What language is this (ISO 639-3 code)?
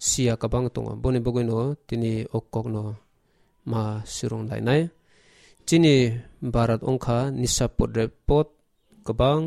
trp